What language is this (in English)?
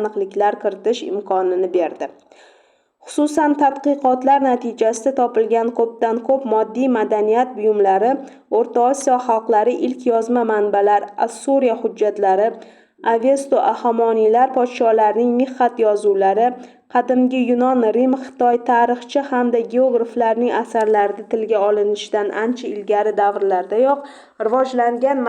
Uzbek